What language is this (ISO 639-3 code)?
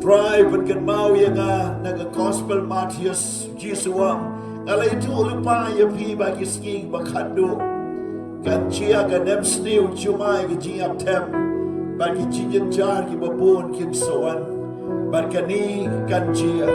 kha